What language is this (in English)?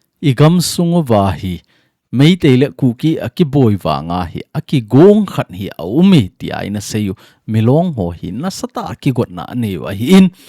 Thado Chin